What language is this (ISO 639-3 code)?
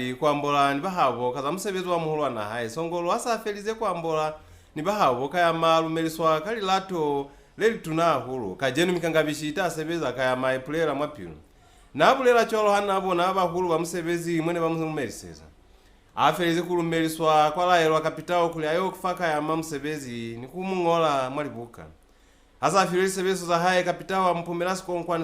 loz